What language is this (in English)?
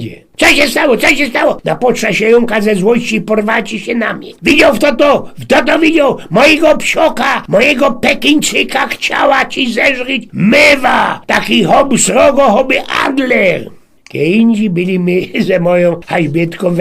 Silesian